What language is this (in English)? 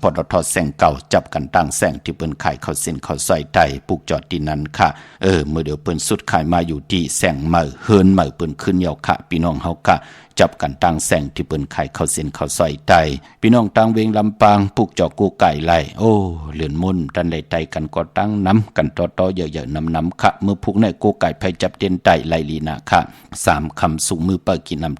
Shan